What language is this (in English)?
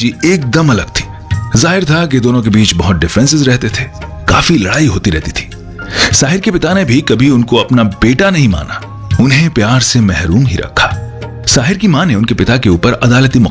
Hindi